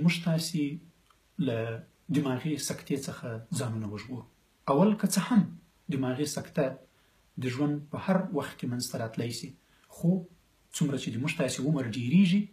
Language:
Pashto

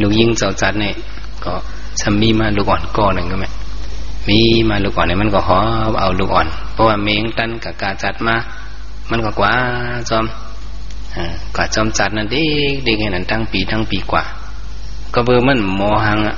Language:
Shan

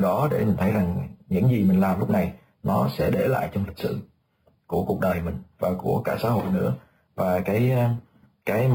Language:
Vietnamese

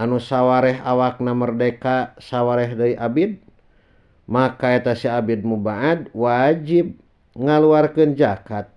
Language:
Sundanese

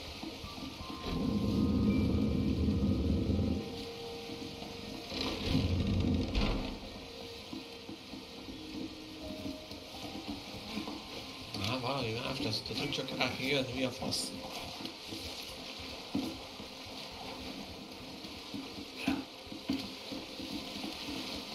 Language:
Hungarian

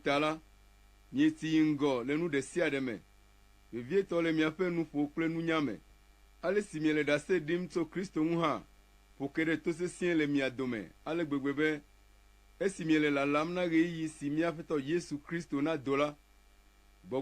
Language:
Ewe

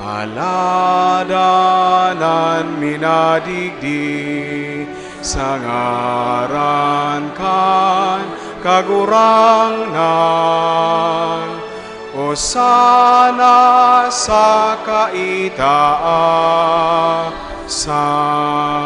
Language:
Bikol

